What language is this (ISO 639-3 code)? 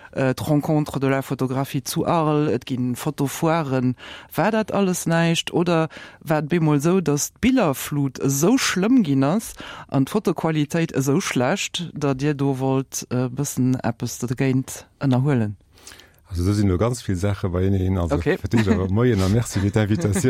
ltz